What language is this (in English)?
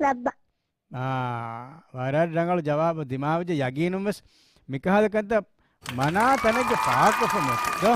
Divehi